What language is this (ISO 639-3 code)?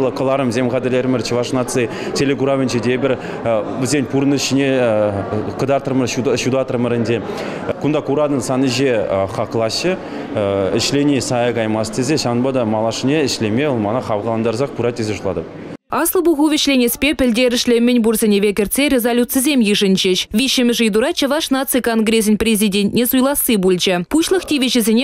chv